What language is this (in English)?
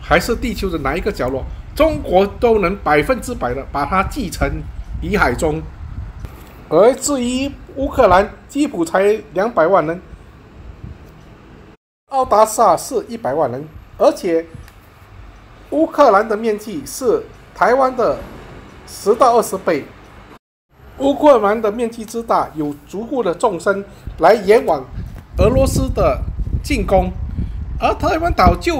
Chinese